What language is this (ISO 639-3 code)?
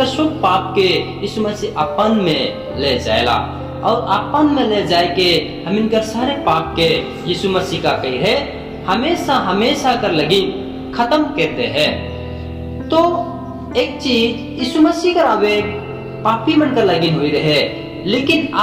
sck